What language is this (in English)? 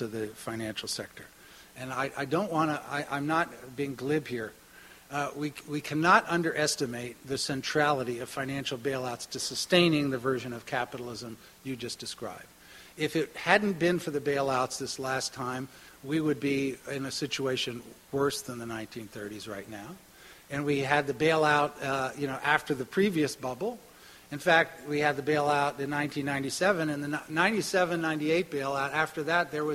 English